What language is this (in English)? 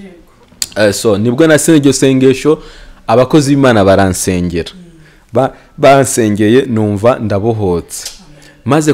Kinyarwanda